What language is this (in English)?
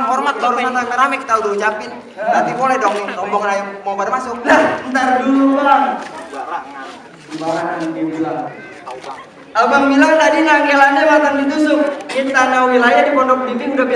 Betawi